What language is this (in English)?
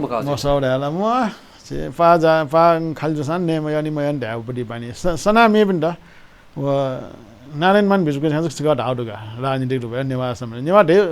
Newari